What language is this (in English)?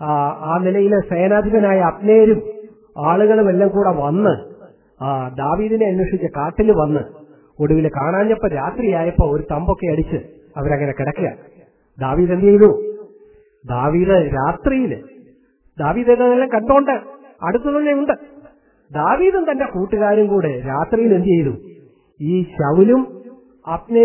Malayalam